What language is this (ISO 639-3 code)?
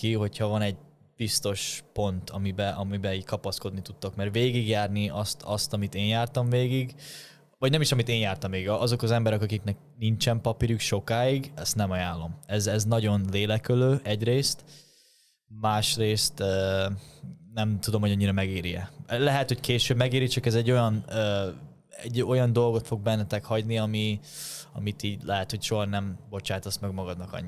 hun